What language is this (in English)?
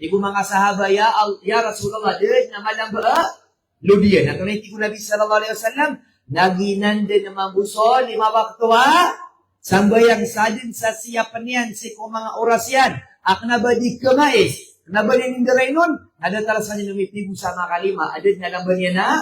Maranao